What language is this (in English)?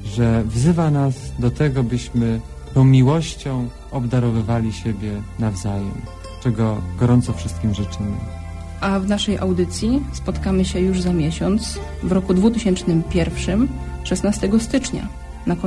Polish